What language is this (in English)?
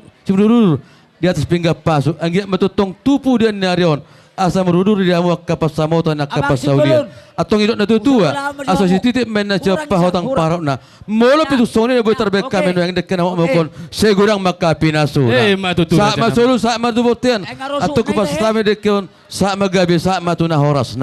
Batak Toba